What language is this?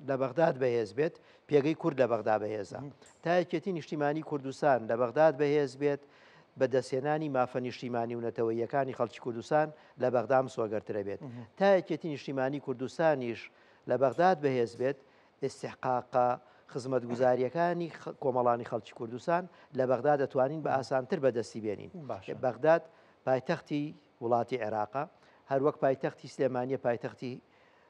Central Kurdish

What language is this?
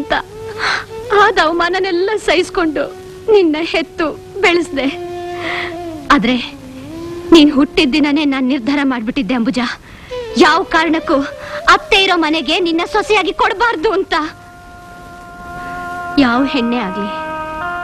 Kannada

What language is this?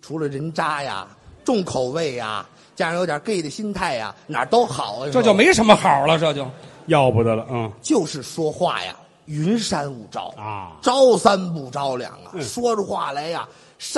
Chinese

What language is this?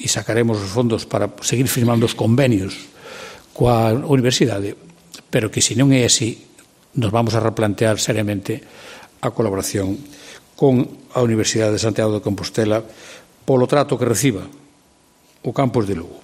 Galician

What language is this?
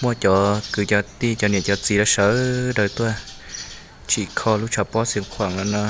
Hmong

